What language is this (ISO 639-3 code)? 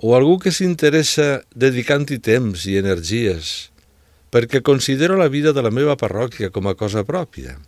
cat